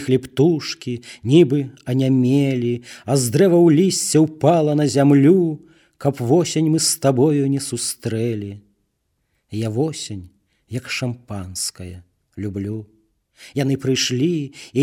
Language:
Belarusian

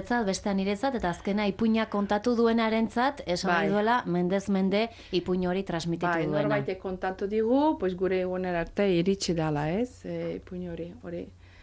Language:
Basque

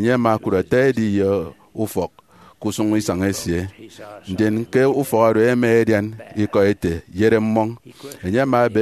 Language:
Efik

